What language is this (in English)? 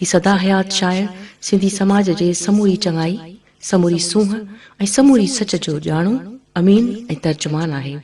Sindhi